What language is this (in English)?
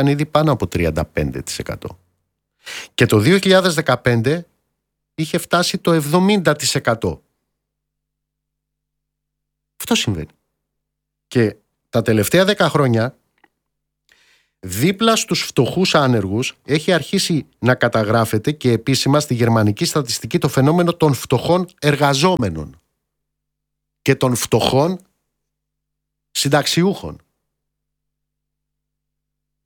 Greek